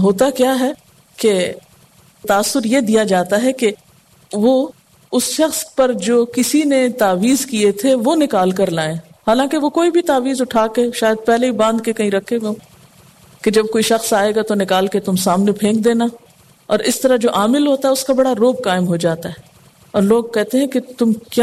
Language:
Urdu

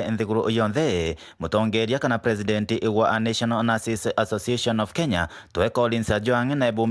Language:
Meru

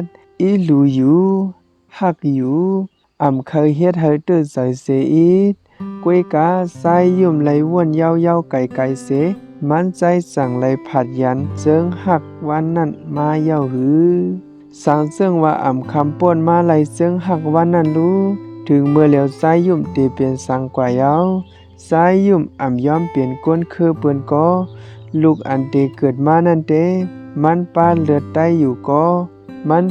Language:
Shan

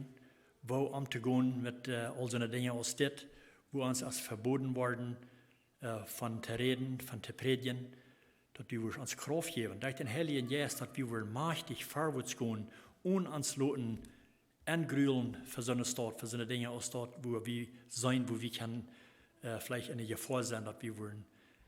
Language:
Plautdietsch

